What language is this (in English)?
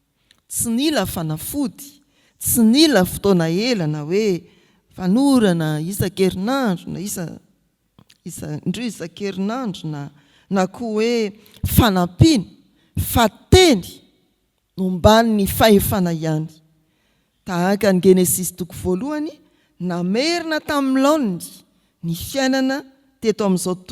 Malagasy